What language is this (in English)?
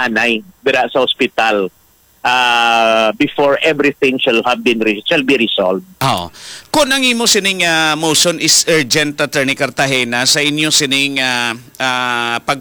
Hiligaynon